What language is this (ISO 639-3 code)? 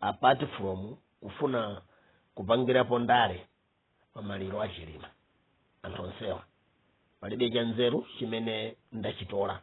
nya